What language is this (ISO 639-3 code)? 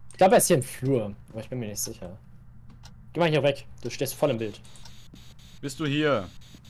deu